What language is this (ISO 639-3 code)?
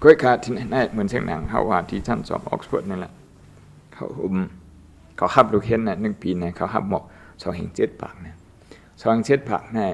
shn